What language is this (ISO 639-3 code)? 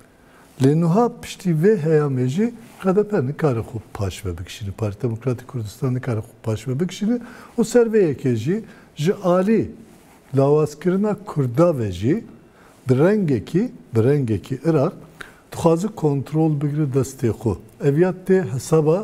kur